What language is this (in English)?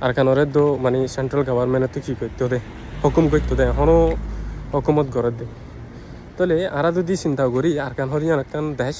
Rohingya